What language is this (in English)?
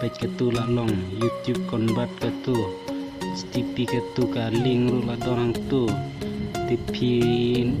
Khasi